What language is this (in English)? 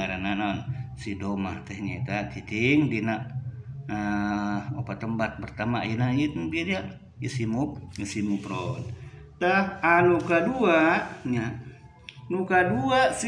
Sundanese